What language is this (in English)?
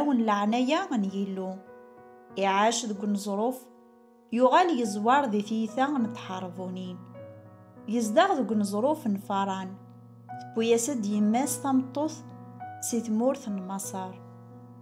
Kabyle